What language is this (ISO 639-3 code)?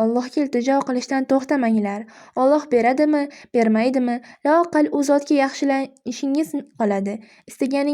uzb